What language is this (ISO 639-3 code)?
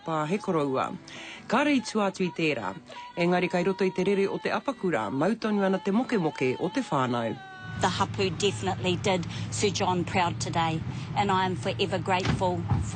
mri